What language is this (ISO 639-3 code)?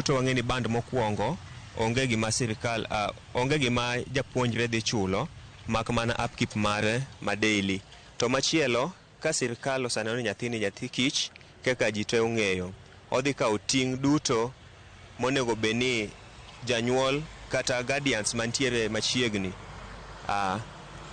luo